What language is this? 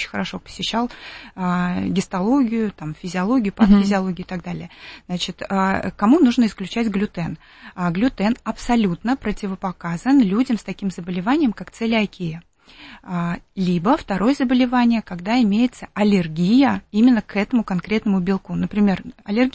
Russian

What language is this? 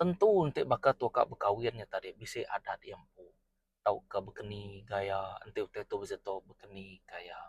Iban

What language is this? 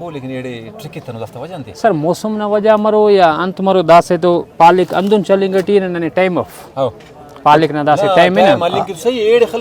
Brahui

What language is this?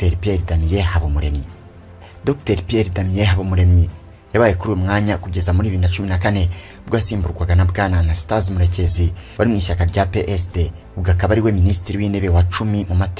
Kinyarwanda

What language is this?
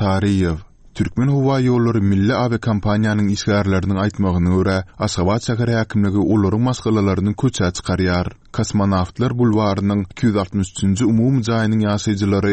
Turkmen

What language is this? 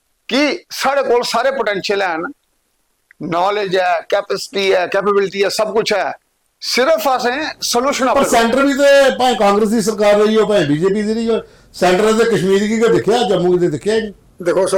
Dogri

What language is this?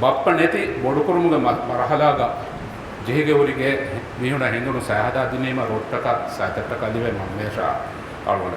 Sinhala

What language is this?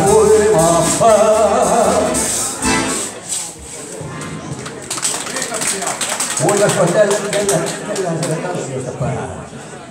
Finnish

